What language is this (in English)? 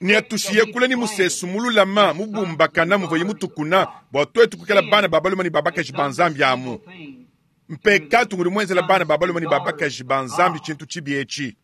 Luba-Lulua